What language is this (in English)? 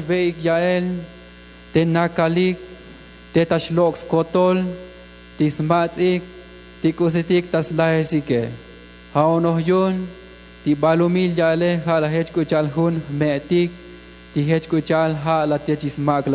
Tzotzil